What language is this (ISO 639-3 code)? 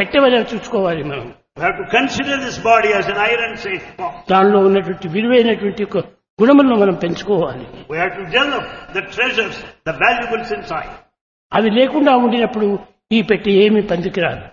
tel